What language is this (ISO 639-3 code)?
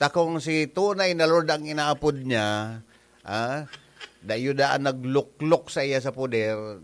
bik